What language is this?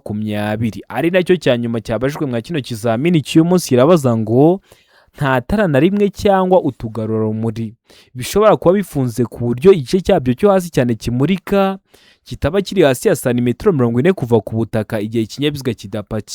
Kinyarwanda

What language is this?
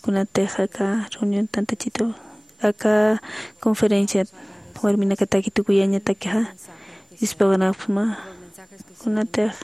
Aymara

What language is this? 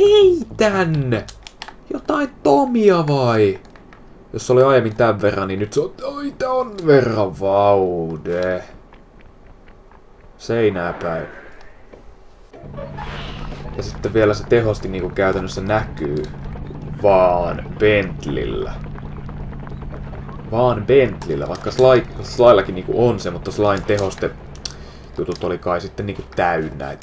Finnish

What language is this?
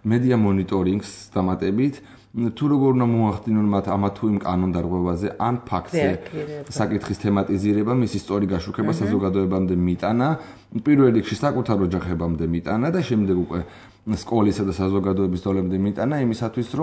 Georgian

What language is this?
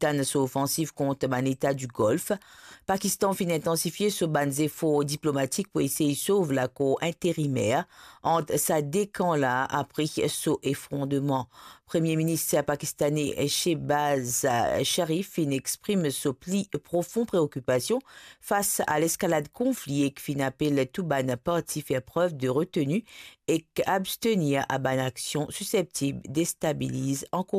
Morisyen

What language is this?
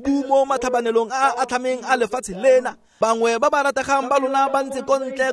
Tswana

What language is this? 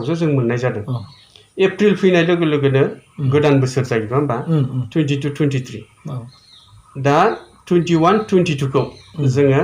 Bodo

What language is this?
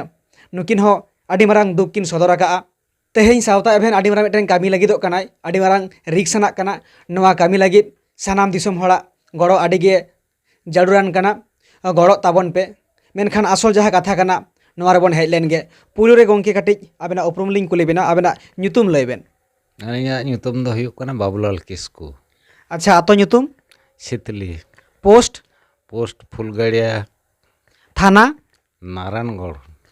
Santali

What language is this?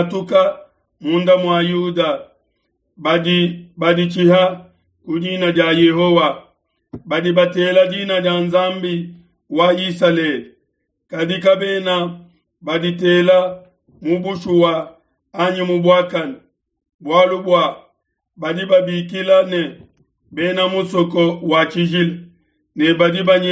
Luba-Lulua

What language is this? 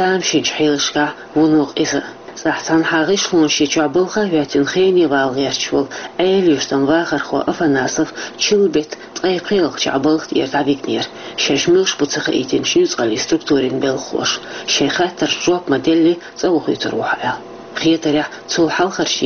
Chechen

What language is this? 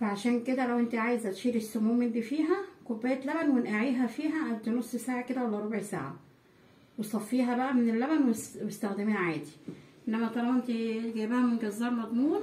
Egyptian Arabic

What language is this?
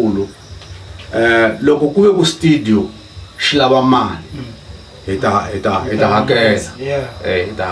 Tsonga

